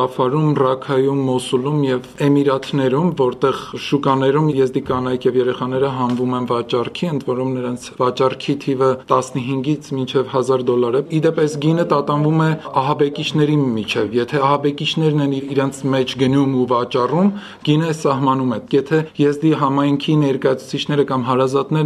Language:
Armenian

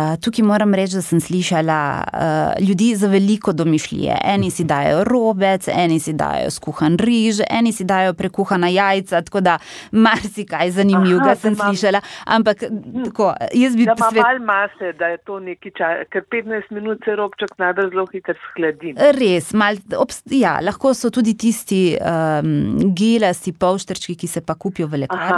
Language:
Slovenian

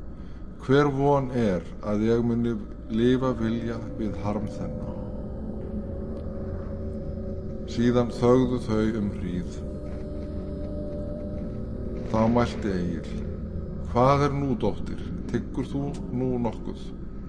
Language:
Icelandic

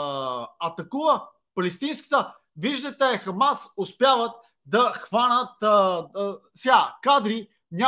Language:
Bulgarian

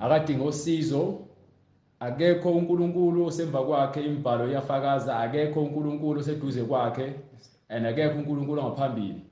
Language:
Zulu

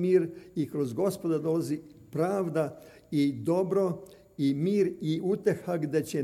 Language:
Serbian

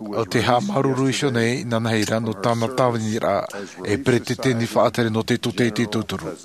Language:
Tahitian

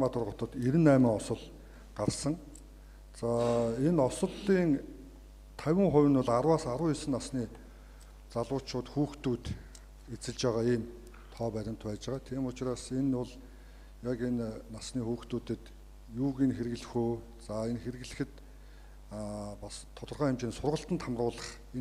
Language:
Mongolian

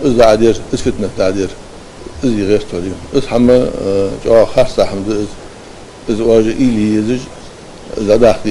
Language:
Ingush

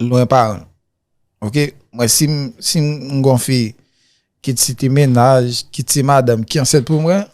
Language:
Haitian Creole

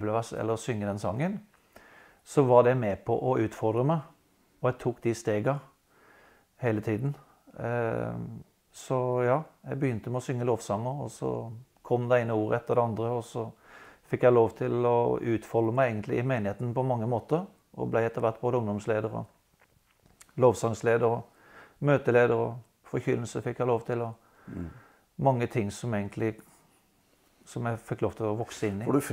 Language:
Norwegian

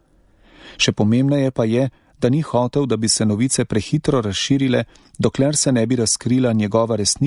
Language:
Slovenian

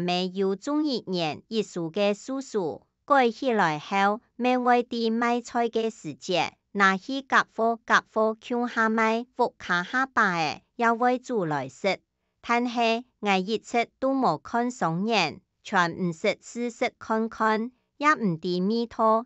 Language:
Hakka Chinese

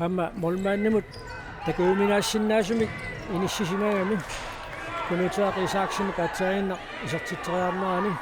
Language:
Kalaallisut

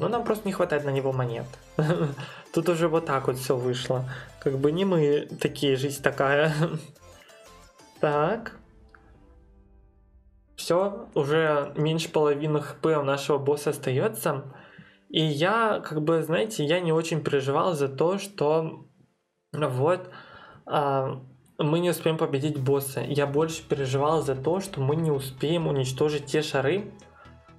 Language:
Russian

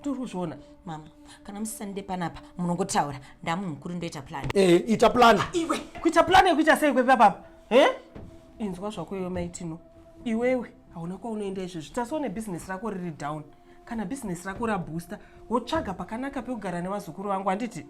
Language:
Shona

